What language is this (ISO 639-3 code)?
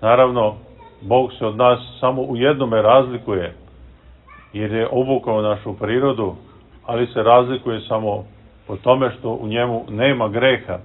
srp